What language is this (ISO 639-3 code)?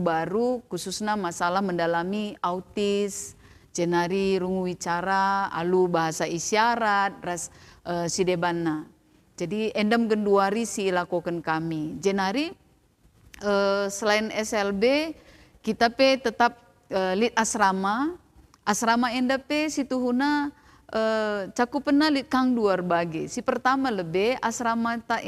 btx